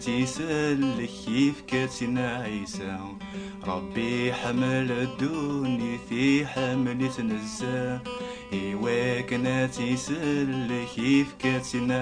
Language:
Kabyle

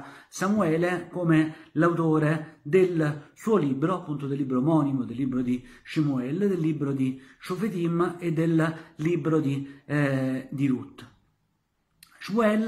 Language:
Italian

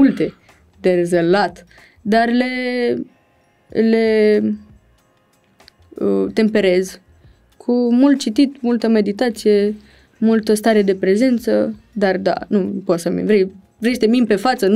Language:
Romanian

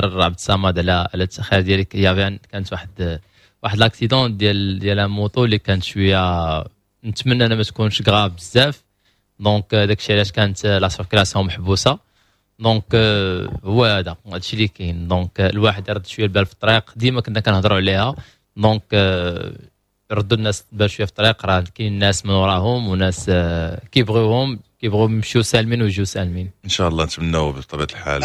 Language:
Moroccan Arabic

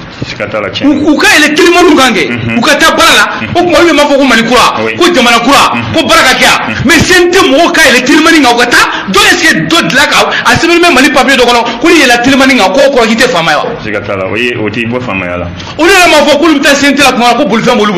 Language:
Bambara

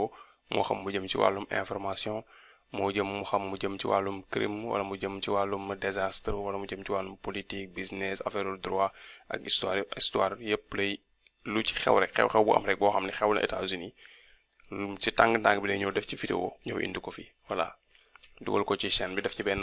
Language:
Wolof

